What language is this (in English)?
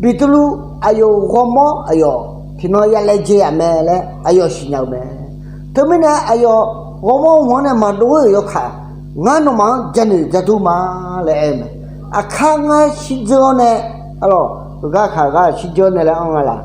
Akha